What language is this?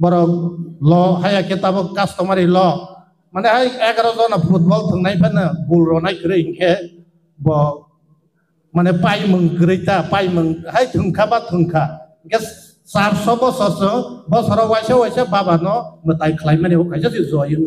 Kok Borok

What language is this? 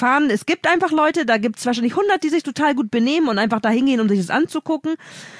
German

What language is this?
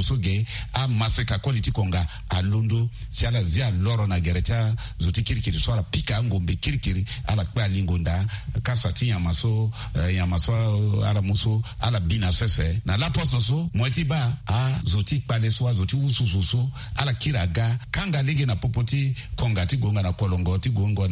Sango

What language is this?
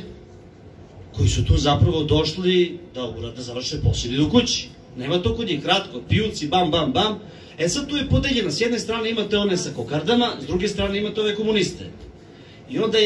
Serbian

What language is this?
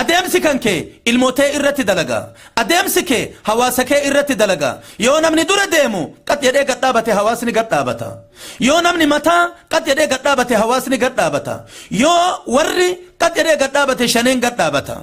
Oromo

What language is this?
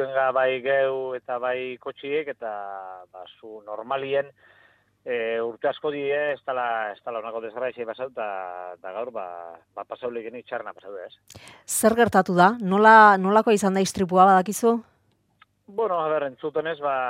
Basque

